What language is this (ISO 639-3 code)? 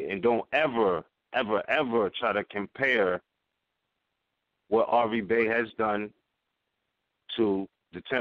eng